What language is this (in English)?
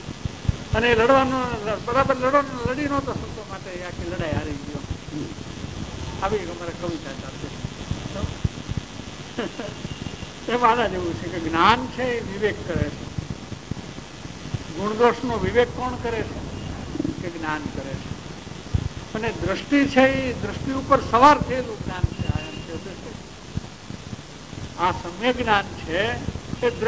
Gujarati